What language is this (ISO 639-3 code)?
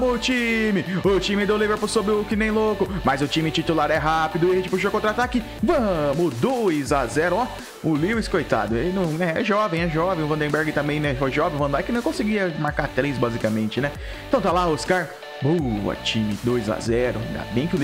por